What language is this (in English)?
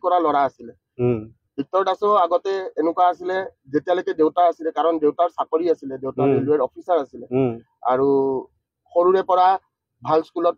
Assamese